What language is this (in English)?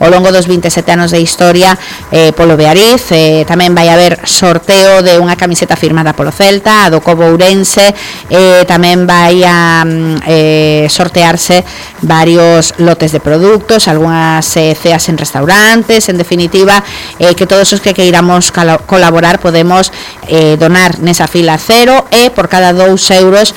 Galician